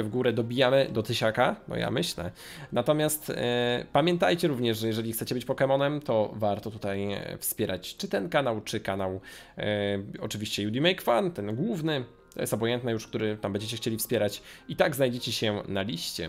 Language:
Polish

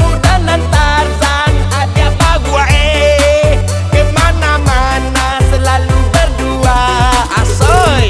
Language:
Minangkabau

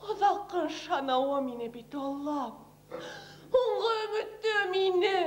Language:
Bashkir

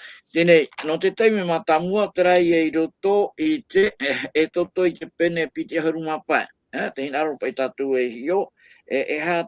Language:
Tahitian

